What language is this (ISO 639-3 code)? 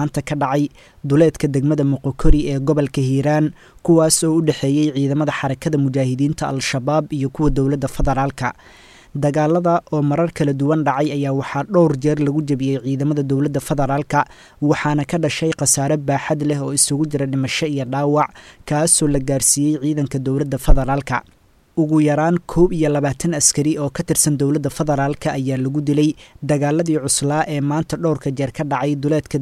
som